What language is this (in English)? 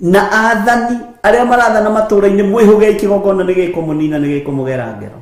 Kikuyu